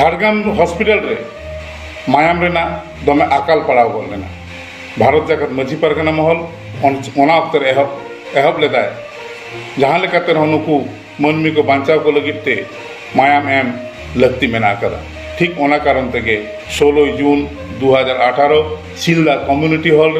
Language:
Santali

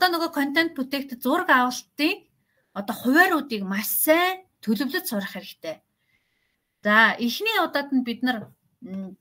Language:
Mongolian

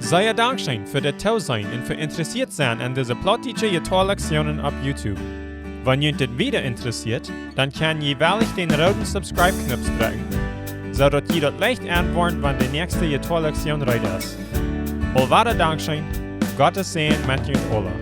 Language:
Plautdietsch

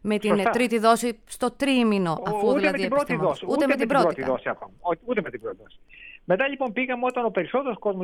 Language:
Greek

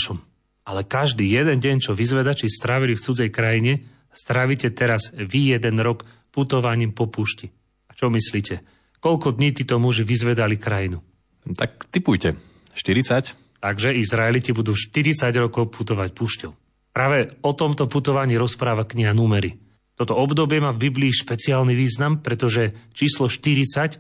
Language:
Slovak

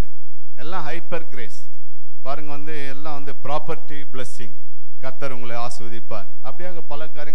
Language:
Tamil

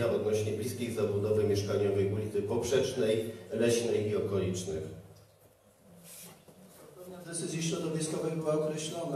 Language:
Polish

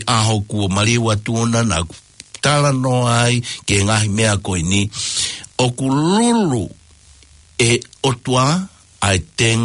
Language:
Tongan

